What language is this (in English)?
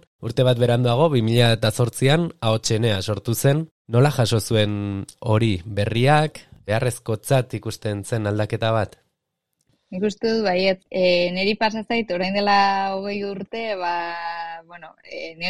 Basque